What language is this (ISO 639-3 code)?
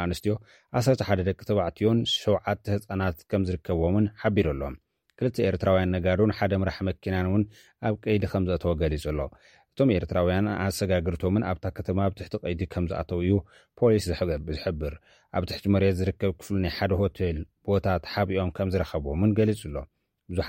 tir